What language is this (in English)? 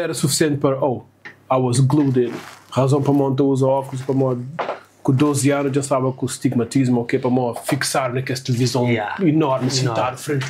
Kabuverdianu